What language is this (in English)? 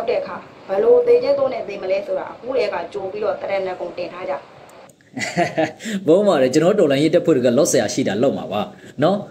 Burmese